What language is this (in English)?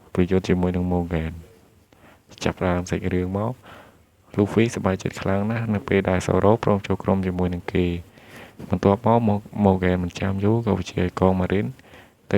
Khmer